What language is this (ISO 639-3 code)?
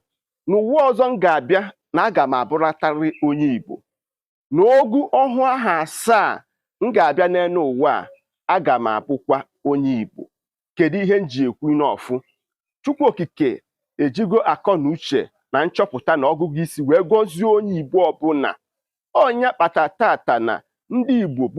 ibo